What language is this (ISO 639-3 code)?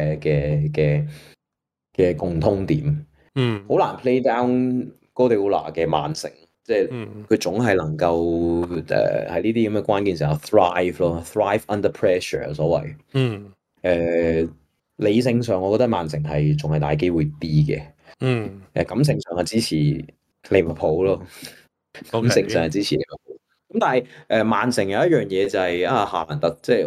yue